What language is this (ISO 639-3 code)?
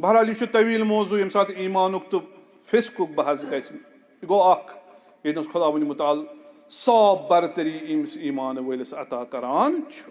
kas